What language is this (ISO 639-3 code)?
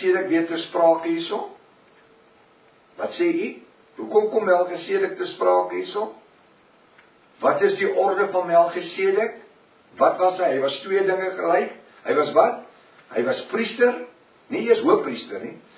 afr